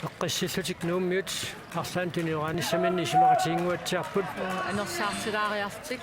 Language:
Kalaallisut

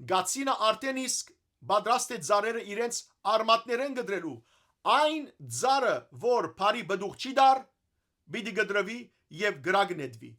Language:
Western Armenian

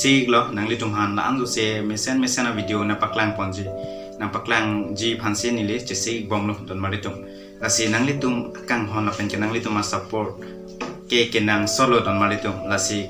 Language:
Karbi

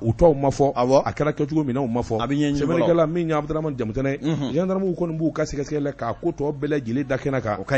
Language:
Bambara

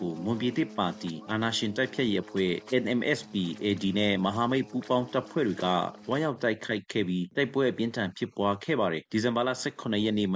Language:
Burmese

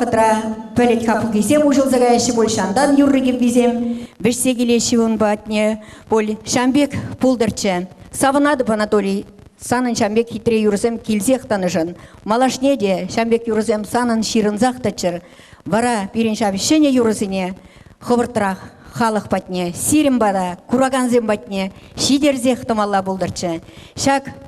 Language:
Chuvash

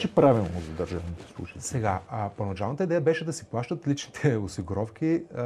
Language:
Bulgarian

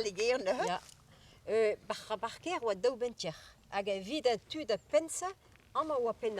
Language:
Breton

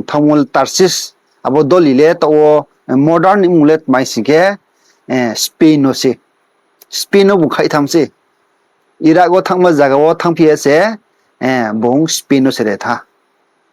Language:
Riang (India)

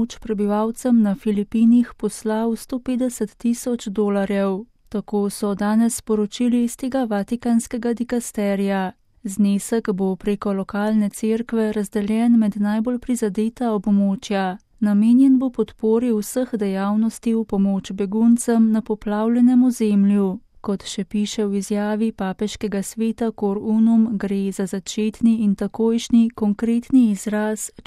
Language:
Slovenian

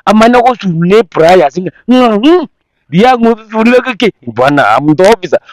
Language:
Gusii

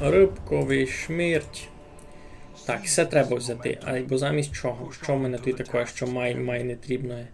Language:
Rusyn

